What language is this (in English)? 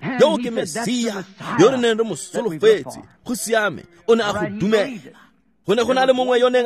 Tswana